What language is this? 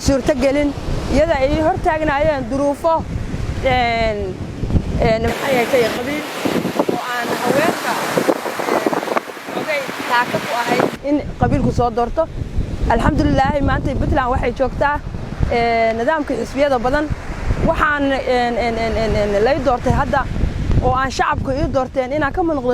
Somali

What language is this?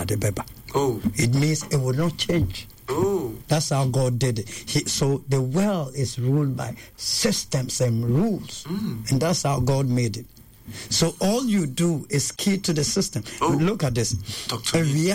Akan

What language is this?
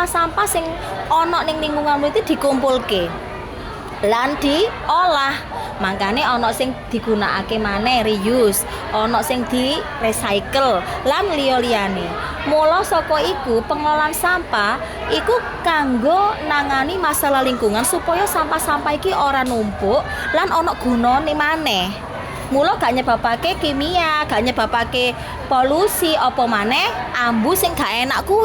Javanese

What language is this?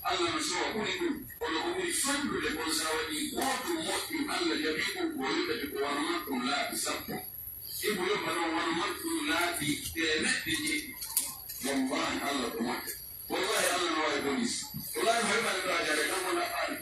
Pular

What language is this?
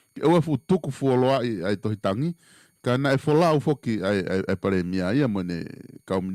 Tongan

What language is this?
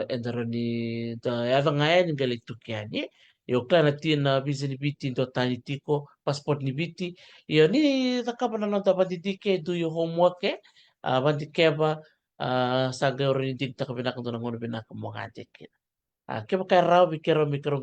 Fijian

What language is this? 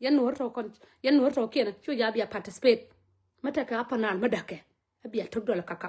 Nuer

